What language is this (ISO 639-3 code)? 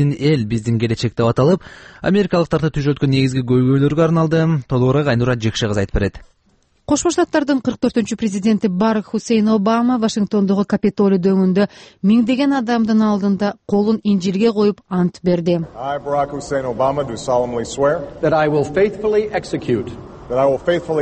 kir